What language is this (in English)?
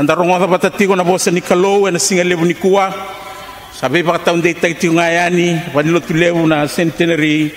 Fijian